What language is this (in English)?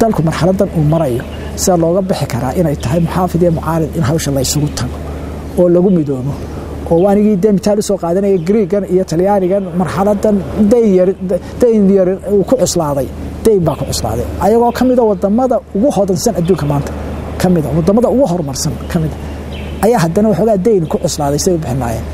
Somali